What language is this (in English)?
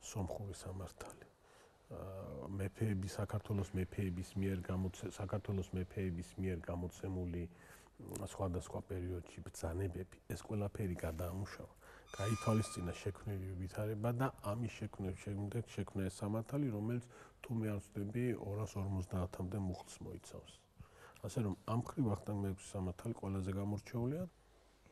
Georgian